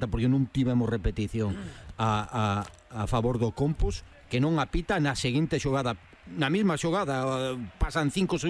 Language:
Galician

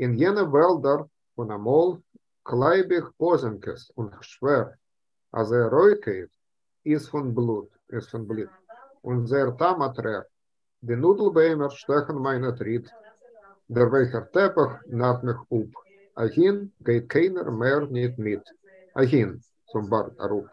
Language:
Yiddish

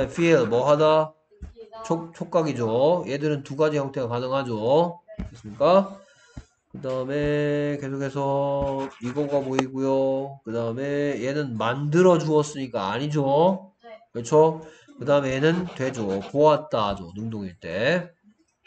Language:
Korean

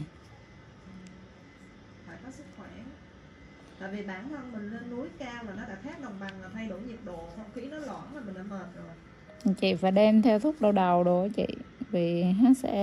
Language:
Vietnamese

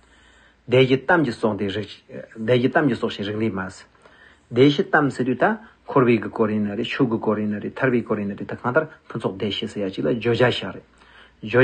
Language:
Tibetan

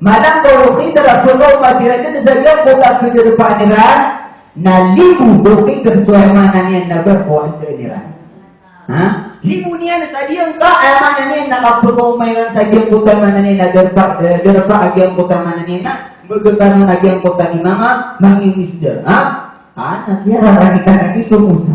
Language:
Maranao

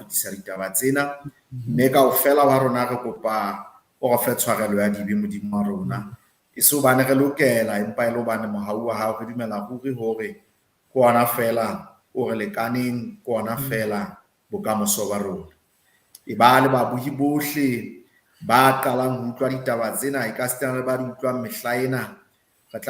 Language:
Southern Sotho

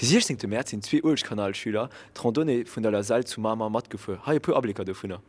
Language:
Luxembourgish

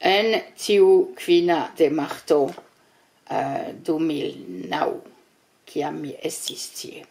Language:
Esperanto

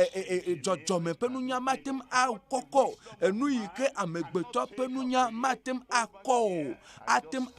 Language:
Ewe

